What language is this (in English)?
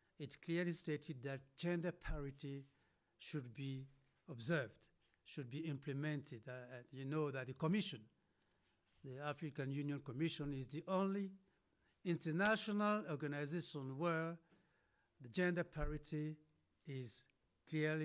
English